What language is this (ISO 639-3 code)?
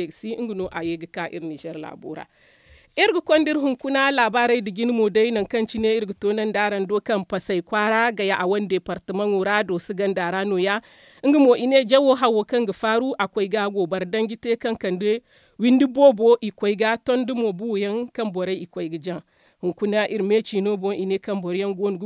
dje